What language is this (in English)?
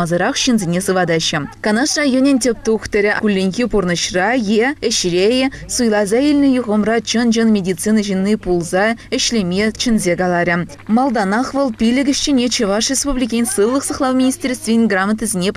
Chuvash